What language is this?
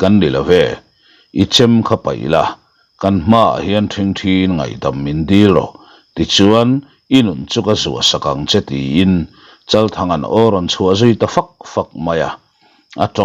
Mizo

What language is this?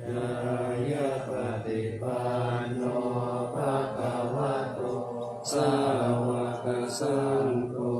Pali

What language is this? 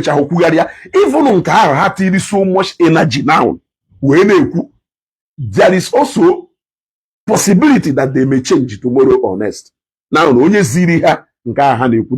Igbo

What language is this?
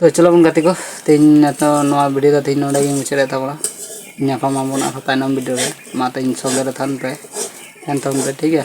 Santali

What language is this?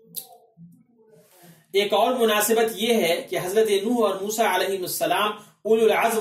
Urdu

